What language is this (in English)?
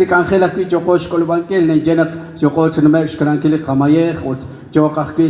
Kekchí